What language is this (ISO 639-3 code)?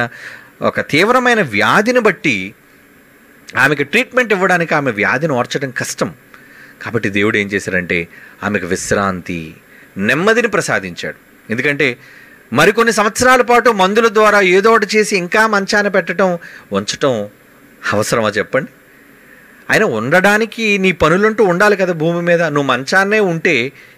tel